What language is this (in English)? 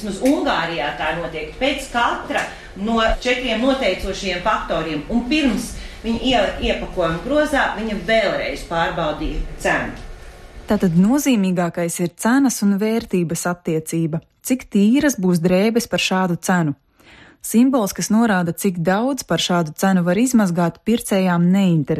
Latvian